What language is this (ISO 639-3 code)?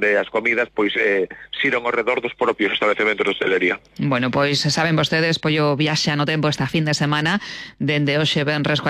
glg